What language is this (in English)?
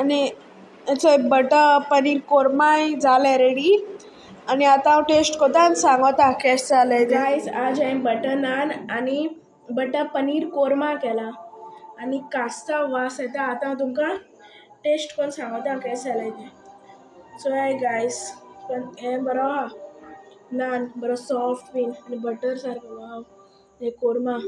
Konkani